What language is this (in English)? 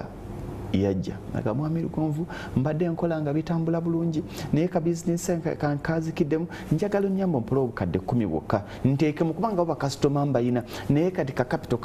Ganda